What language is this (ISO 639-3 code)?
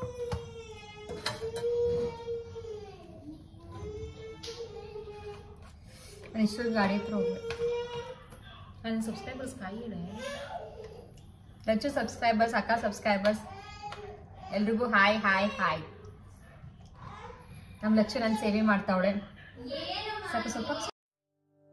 kan